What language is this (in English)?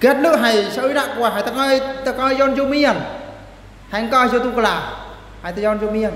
Eastern Bru